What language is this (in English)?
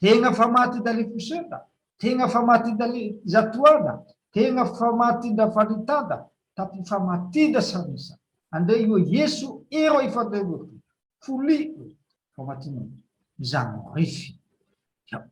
Nias